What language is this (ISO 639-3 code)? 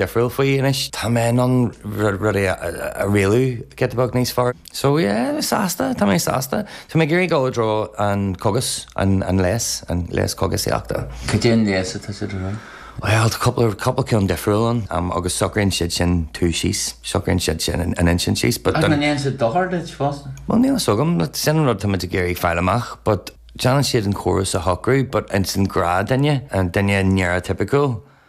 gle